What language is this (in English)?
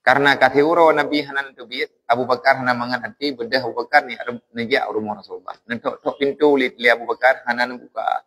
Achinese